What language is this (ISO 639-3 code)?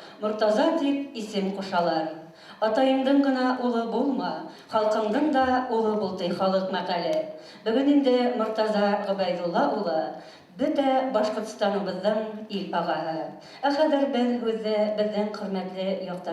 bak